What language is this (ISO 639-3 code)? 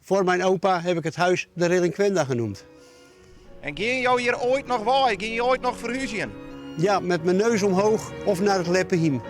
fry